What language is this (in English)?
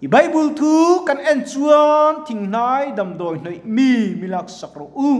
Mizo